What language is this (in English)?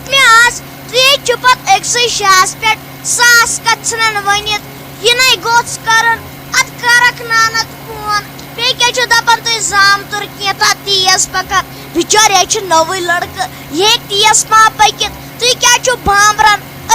Kashmiri